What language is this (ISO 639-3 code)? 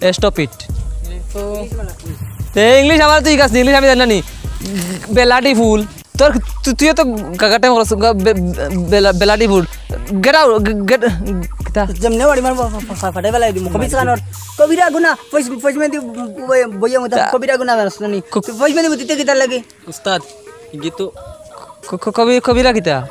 syl